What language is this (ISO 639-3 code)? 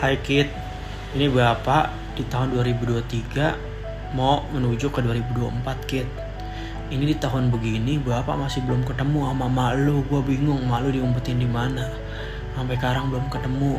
bew